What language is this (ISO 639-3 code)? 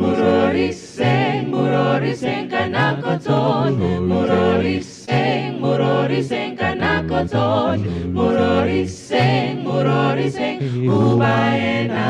sot